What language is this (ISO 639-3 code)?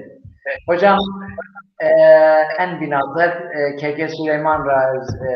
zza